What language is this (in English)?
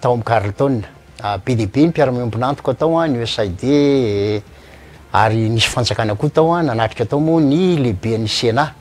Malagasy